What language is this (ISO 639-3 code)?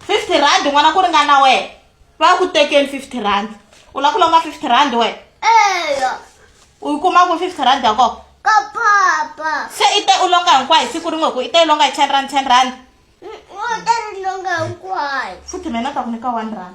tso